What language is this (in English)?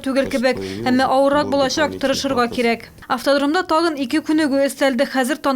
Tatar